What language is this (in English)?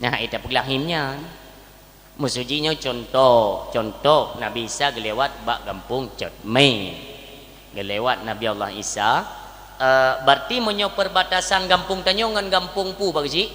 Achinese